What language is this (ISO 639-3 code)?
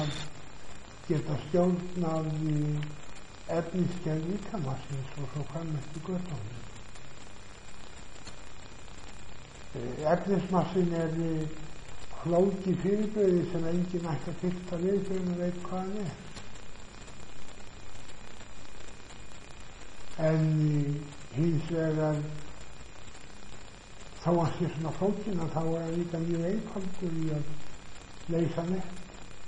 isl